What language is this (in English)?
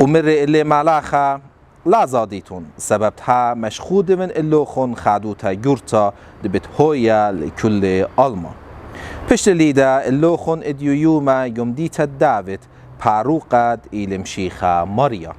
Assyrian Neo-Aramaic